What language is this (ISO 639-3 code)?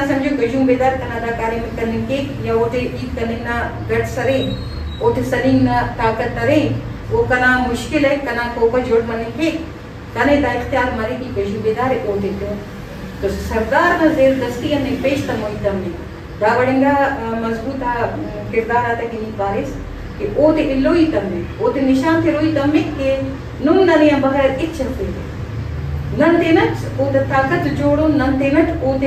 brh